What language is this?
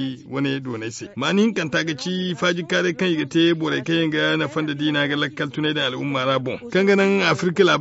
Zarma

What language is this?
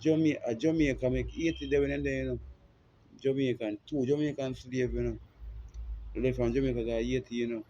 Jamaican Creole English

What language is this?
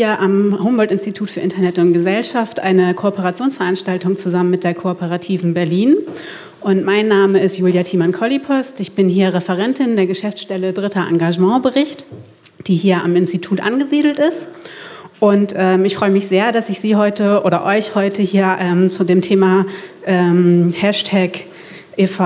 German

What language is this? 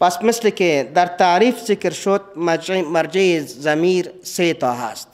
Persian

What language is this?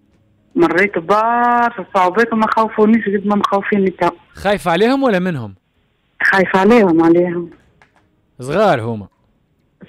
Tunisian Arabic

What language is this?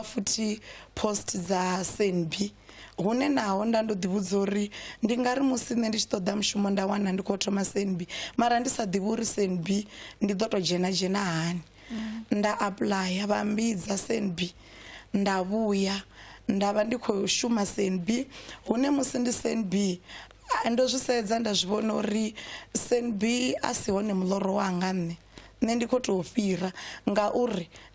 Venda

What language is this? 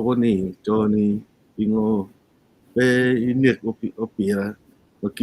Acoli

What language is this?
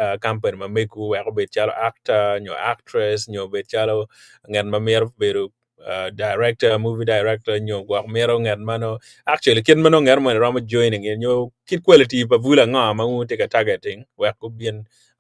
Acoli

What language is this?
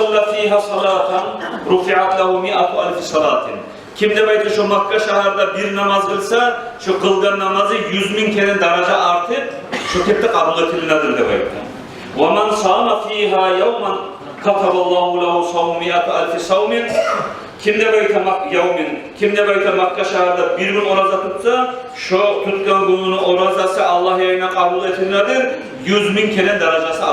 Kumyk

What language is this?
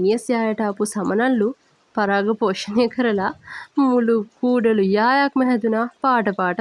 Sinhala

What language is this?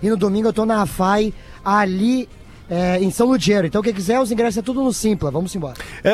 Portuguese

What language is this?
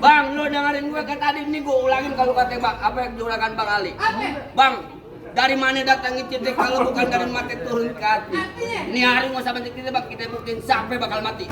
Betawi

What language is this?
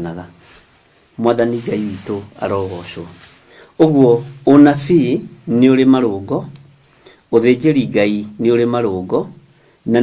Kikuyu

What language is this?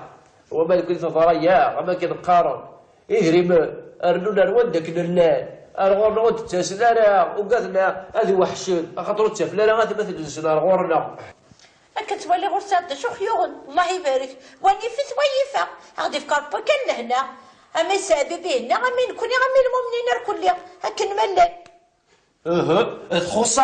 Kabyle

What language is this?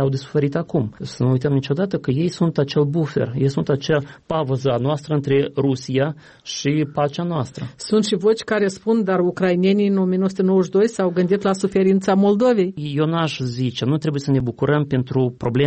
Romanian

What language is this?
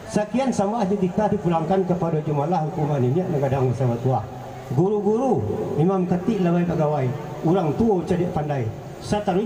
Minangkabau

